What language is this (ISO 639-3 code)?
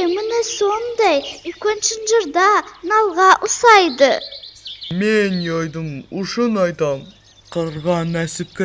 nog